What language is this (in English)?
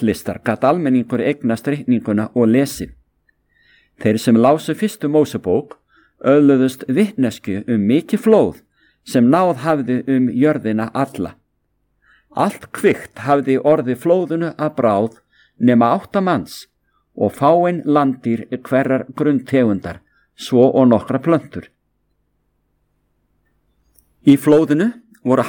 Icelandic